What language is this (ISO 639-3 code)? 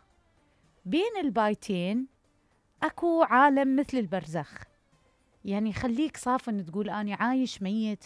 acm